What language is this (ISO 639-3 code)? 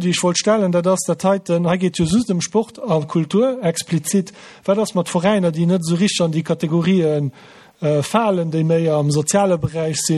ltz